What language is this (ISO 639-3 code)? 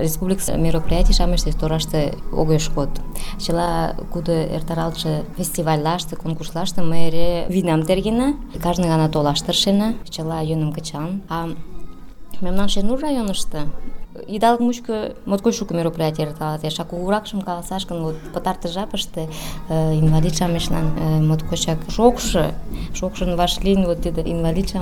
chm